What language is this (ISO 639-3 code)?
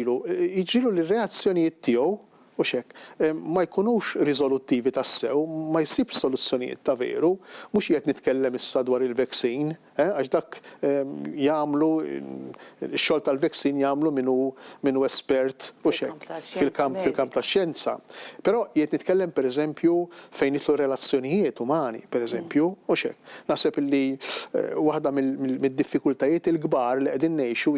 mlt